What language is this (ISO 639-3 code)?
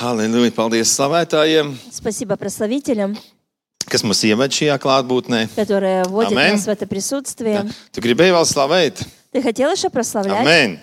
lav